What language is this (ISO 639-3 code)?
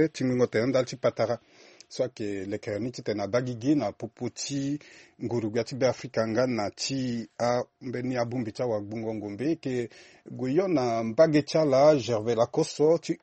sag